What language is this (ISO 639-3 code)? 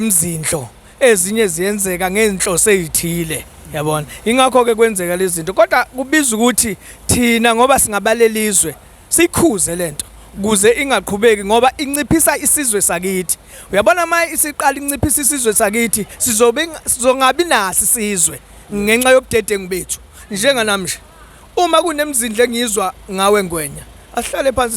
zul